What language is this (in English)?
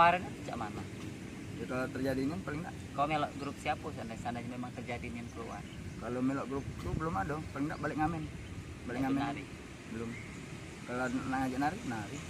Musi